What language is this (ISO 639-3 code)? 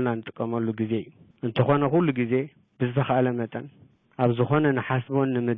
tir